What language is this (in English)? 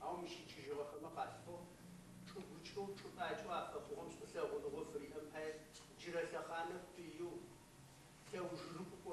Adyghe